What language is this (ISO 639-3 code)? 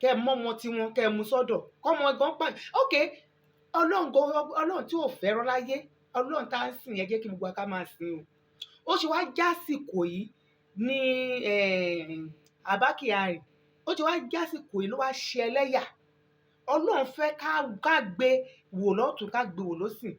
yor